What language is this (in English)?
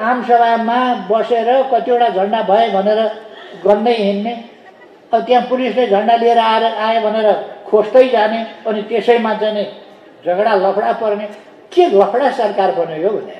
Nepali